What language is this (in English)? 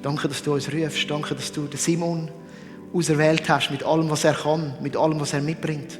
Swiss German